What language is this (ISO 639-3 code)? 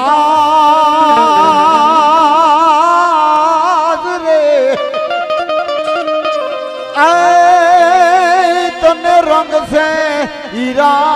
guj